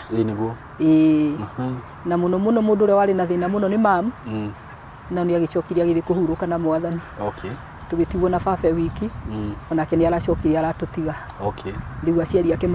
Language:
Kikuyu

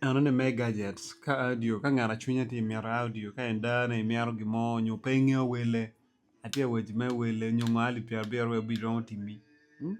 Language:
Acoli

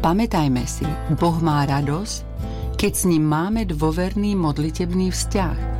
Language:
Slovak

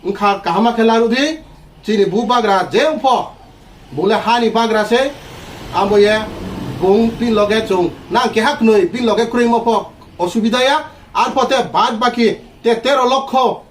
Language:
Riang (India)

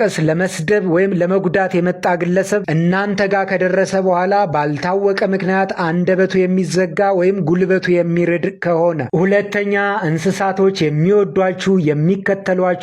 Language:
Amharic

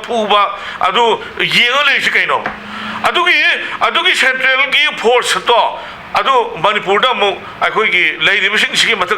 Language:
Manipuri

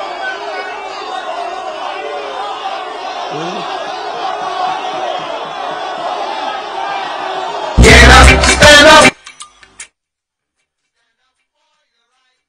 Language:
Swahili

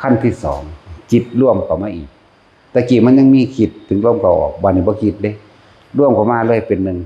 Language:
Northeastern Thai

